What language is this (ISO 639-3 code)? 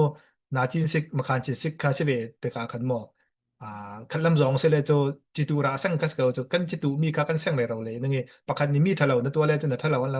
cfm